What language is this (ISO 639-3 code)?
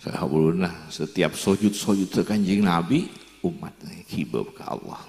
mad